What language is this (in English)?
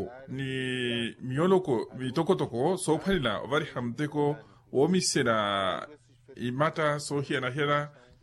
Makhuwa